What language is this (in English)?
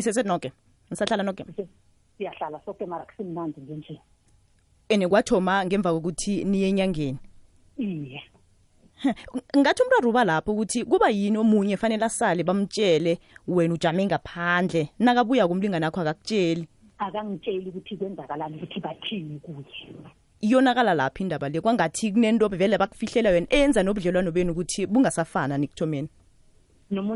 South Ndebele